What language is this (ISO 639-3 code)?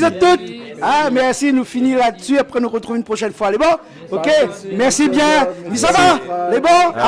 rcf